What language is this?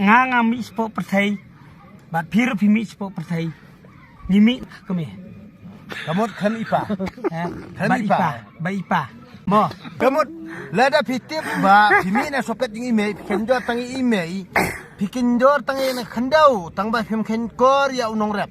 Khasi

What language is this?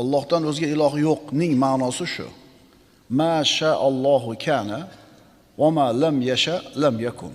Uzbek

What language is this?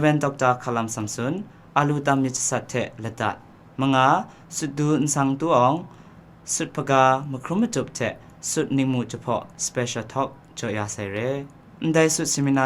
Kachin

